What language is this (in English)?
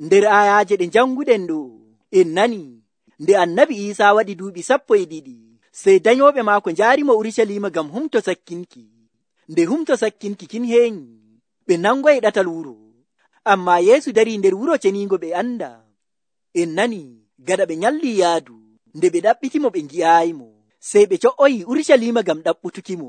Nigerian Fulfulde